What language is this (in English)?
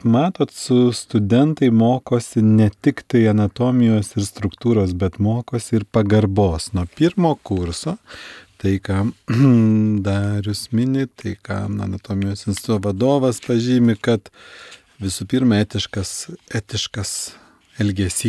Lithuanian